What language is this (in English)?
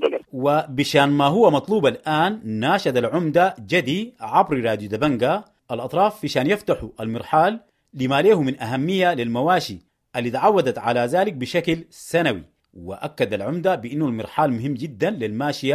Sudanese Arabic